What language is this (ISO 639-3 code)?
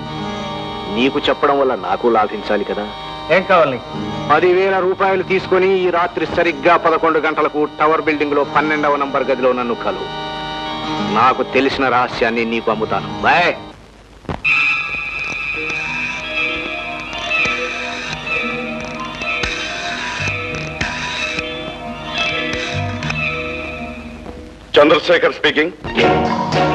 tel